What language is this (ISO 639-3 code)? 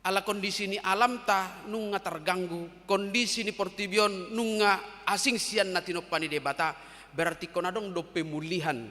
bbc